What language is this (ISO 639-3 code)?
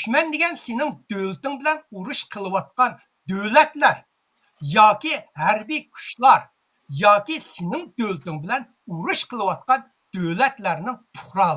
uig